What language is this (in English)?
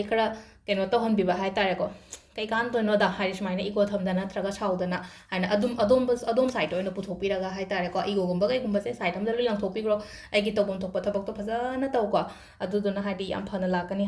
Manipuri